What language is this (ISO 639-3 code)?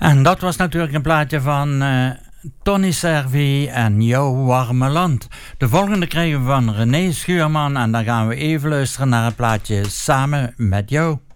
nld